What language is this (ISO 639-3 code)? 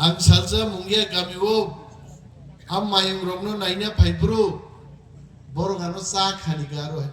trp